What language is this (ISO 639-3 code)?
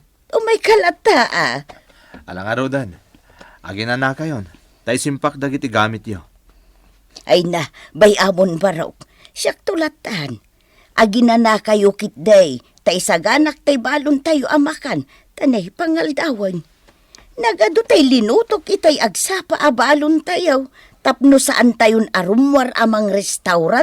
ilo